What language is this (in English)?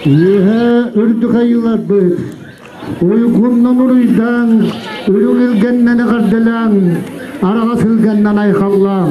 Yakut